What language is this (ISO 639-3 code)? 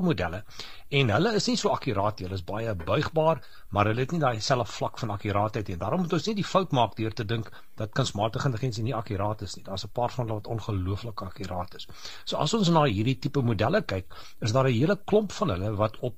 afr